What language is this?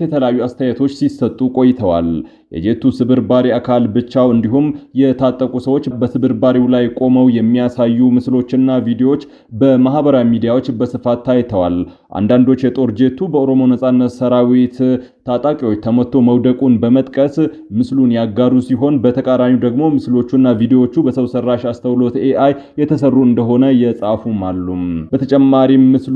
Amharic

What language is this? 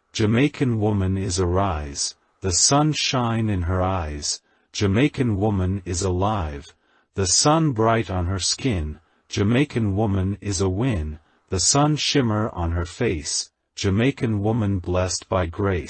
Jamaican Creole English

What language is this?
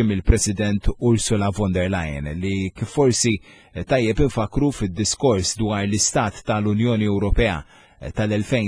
Maltese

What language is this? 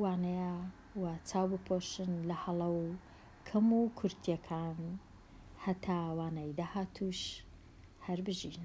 Central Kurdish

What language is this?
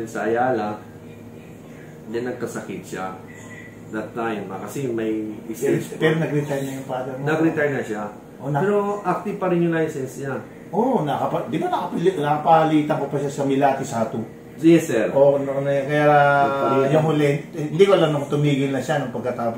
Filipino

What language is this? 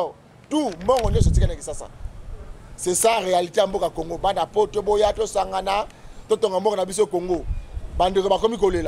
Lingala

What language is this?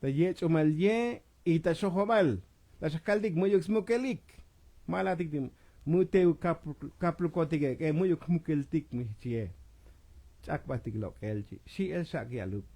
Tzotzil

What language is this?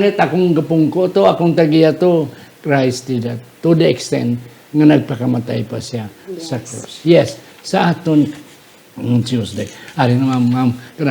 Hiligaynon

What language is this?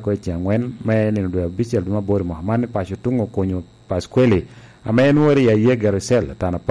Lango (Uganda)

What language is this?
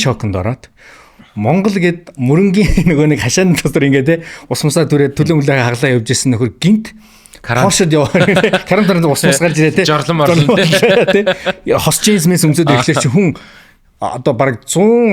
Mongolian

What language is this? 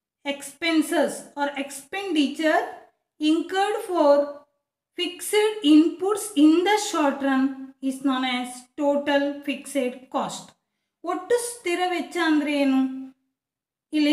Kannada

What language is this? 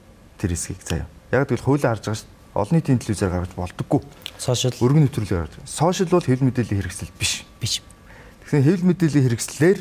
Mongolian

